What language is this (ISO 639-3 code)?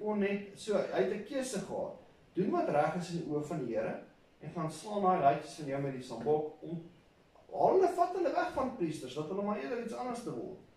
afr